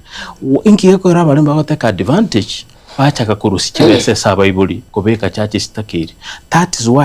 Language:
Gusii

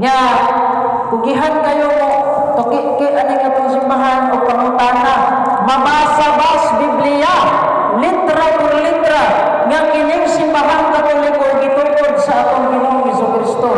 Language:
Cebuano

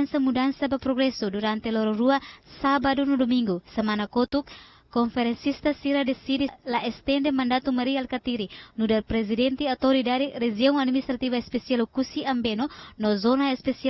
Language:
Tetum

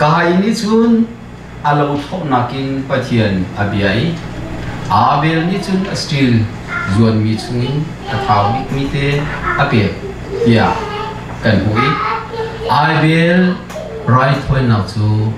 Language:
Hakha Chin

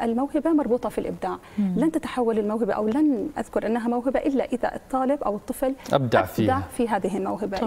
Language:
South Levantine Arabic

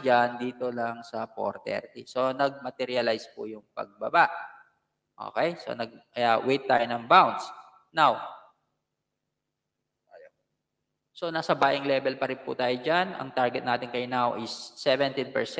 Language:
Filipino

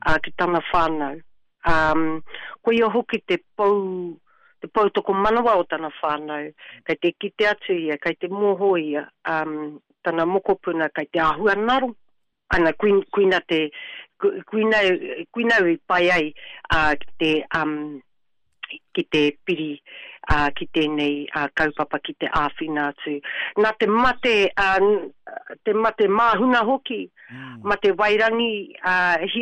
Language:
Māori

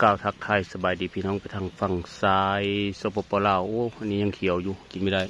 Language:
Northeastern Thai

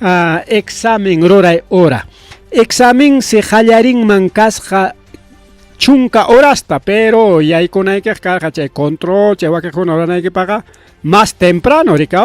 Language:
Ayacucho Quechua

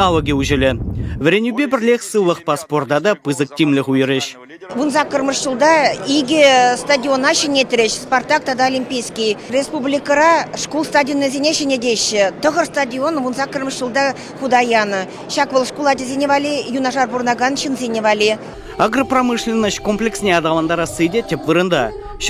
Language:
Chuvash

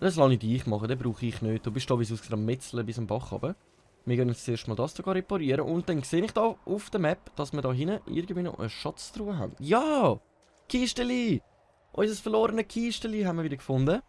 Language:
Swiss German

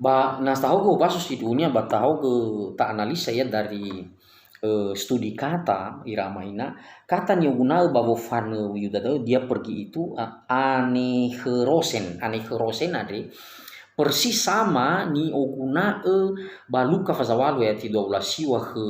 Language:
Nias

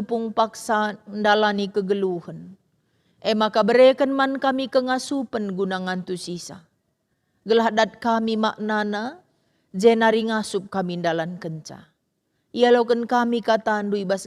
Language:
Batak Karo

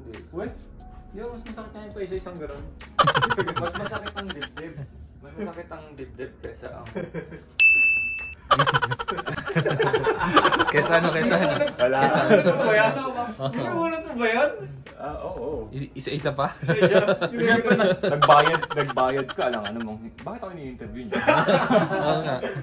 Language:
Filipino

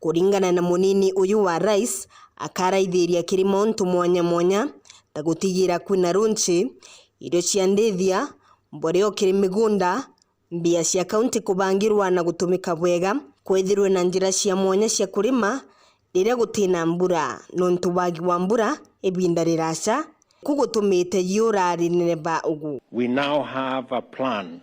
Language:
Meru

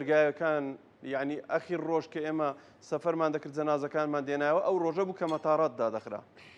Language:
Central Kurdish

